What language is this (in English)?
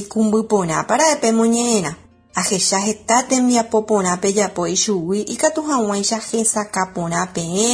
Guarani